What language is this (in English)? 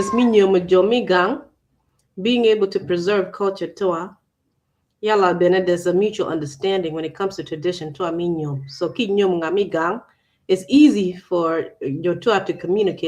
Acoli